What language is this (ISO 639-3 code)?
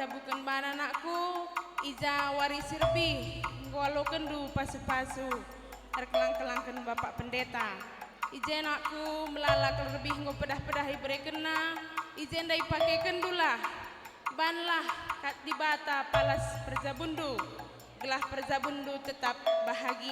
btx